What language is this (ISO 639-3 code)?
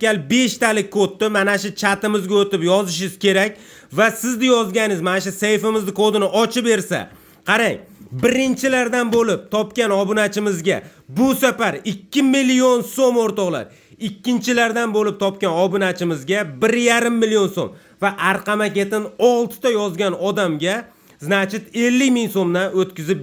uzb